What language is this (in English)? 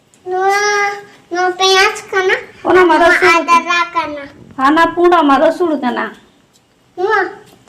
Santali